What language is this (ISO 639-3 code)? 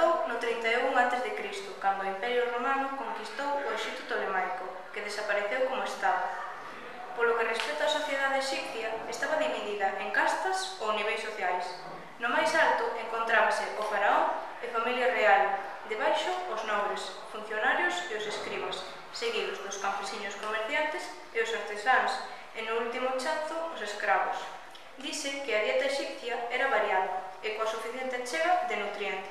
glg